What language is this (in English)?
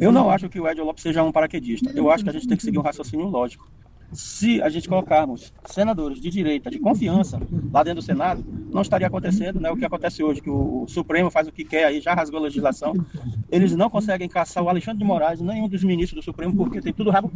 Portuguese